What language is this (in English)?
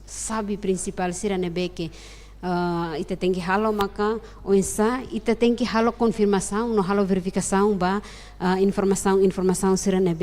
Tetum